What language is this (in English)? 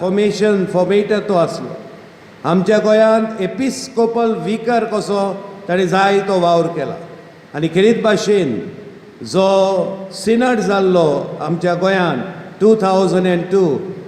Konkani